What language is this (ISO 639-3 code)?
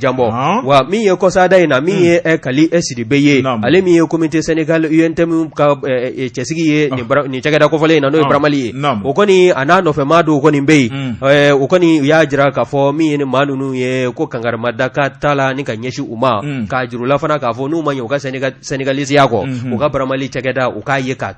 bam